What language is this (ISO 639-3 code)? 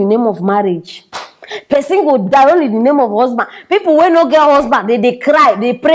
pcm